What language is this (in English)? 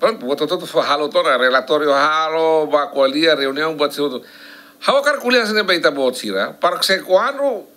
Tetum